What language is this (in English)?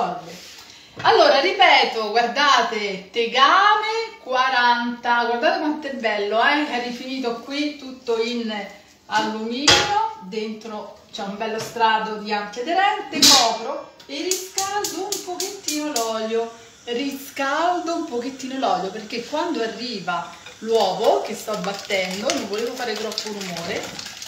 Italian